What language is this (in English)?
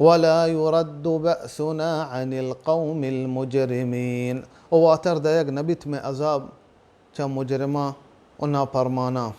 Baluchi